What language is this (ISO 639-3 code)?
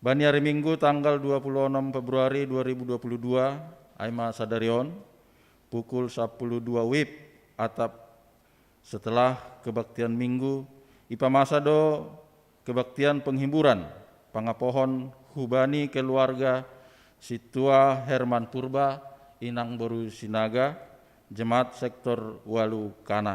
bts